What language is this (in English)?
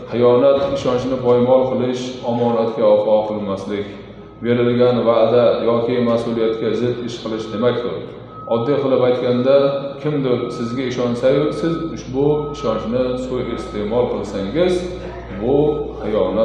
Uzbek